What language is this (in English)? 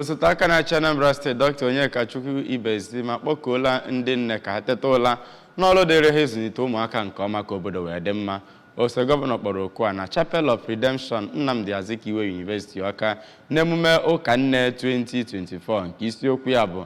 Igbo